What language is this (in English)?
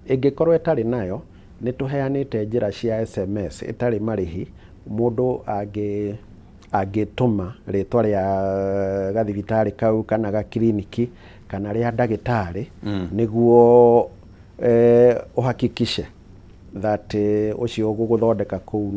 Kikuyu